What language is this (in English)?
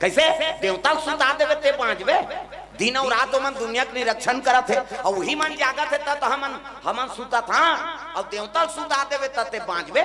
Chhattisgarhi